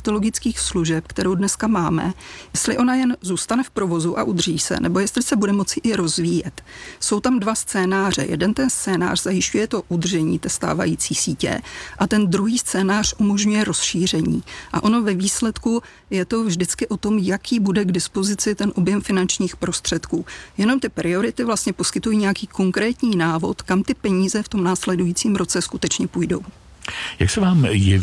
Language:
Czech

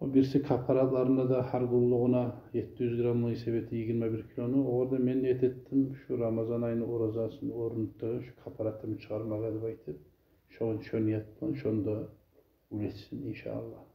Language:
Kumyk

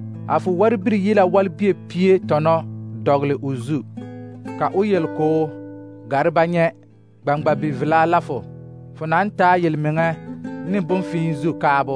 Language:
Southern Dagaare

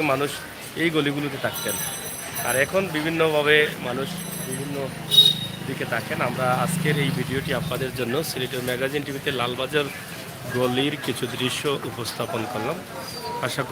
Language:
Sylheti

